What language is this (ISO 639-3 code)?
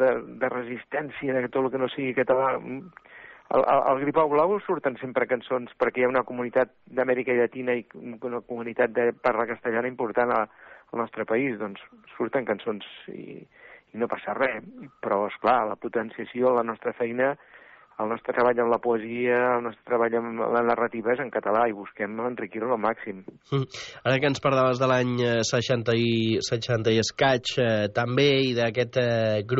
cat